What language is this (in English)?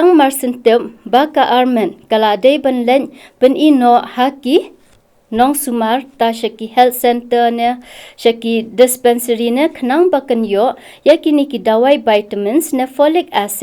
Khasi